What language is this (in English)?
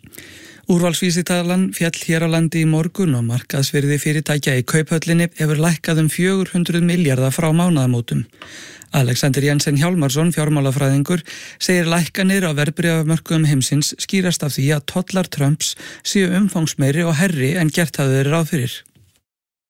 Icelandic